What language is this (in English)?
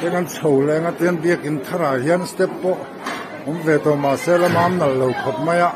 Mizo